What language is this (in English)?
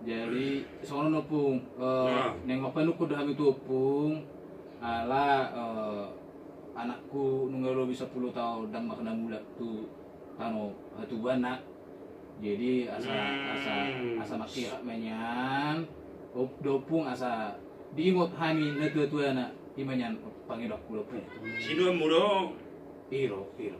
Batak Toba